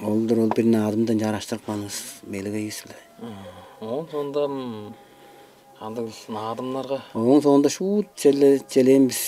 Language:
Tuvinian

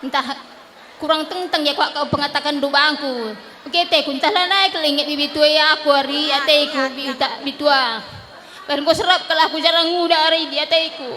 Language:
Batak Karo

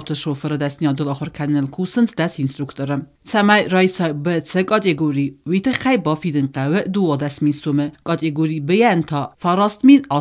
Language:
Ossetic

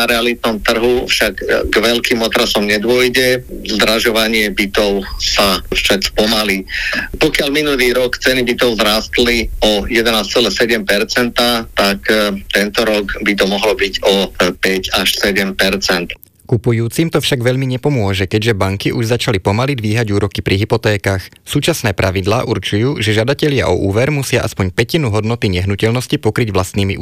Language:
Slovak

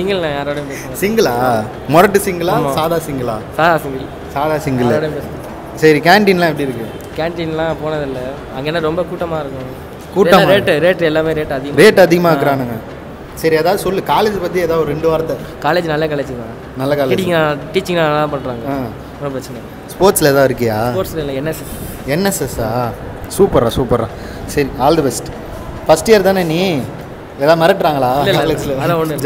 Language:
Tamil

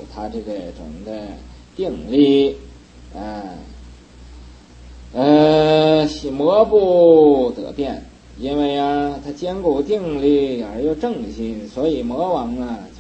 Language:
Chinese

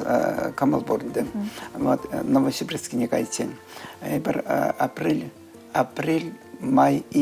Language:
Chuvash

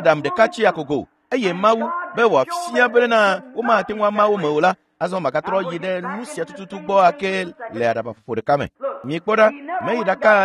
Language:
Ewe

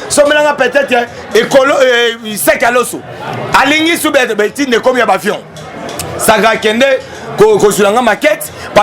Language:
Lingala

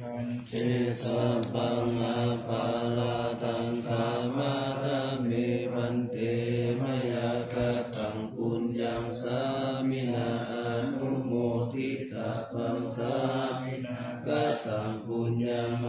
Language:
Pali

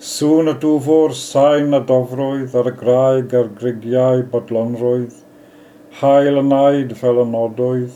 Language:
Welsh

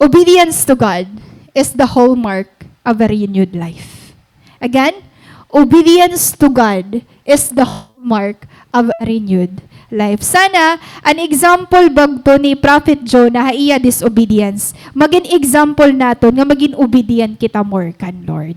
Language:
Waray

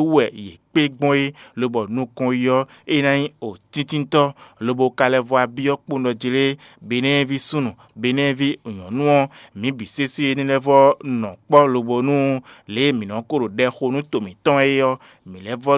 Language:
Fon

